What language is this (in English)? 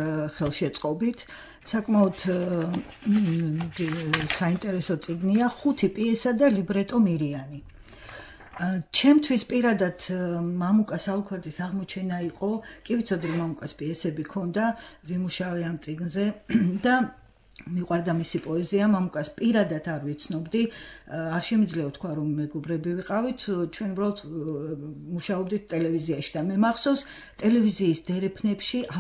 Georgian